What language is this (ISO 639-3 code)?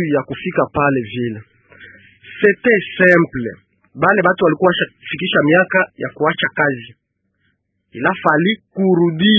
swa